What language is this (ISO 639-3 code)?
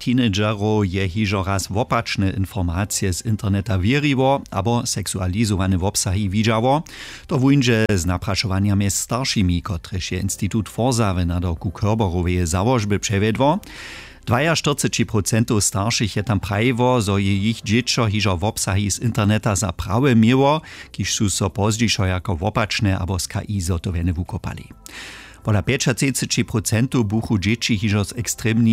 hsb